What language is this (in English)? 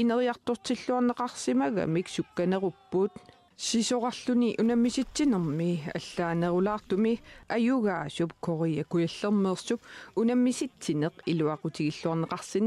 Kalaallisut